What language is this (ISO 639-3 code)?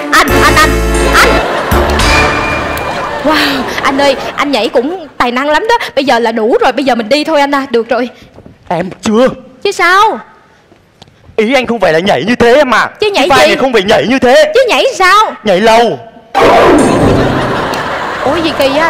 vie